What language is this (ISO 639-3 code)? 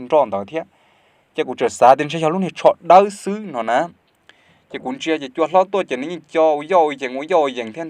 hmn